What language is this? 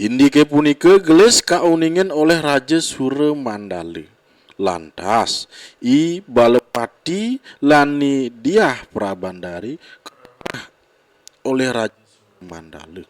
Balinese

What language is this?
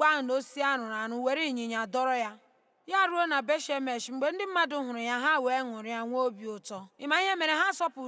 Igbo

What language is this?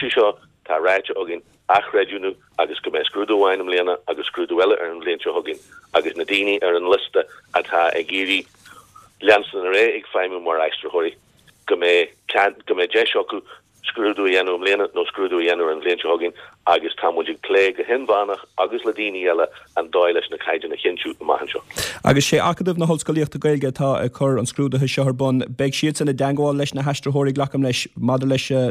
Irish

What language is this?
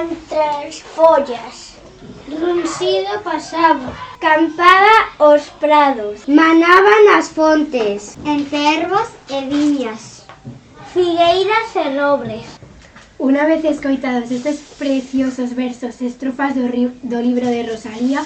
Galician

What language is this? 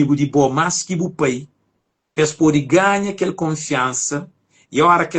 Kabuverdianu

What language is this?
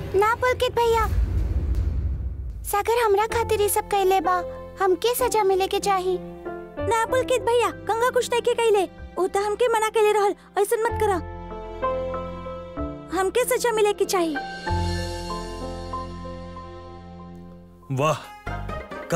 Bhojpuri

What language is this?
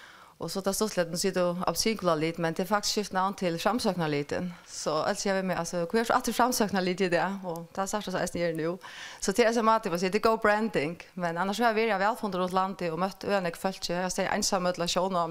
Faroese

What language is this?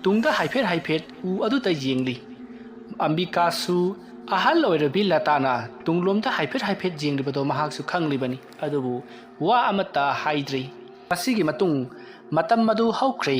Manipuri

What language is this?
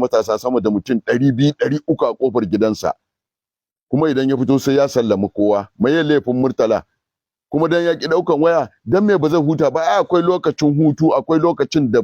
Hausa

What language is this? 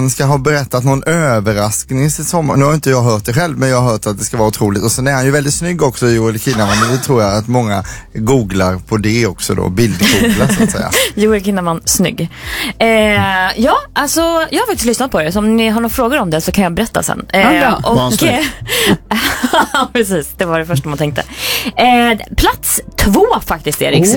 Swedish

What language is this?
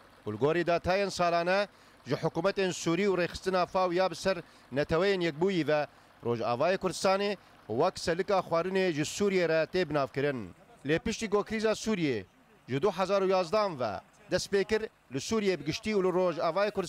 Kurdish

